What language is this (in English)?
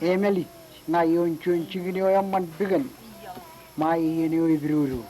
Marshallese